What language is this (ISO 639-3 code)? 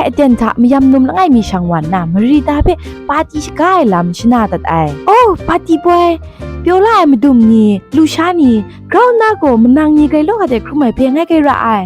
kac